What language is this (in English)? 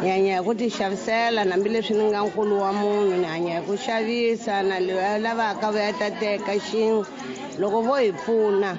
Tsonga